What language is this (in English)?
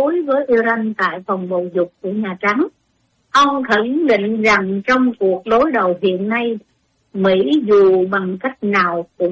Vietnamese